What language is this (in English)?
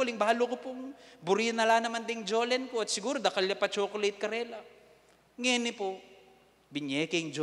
Pampanga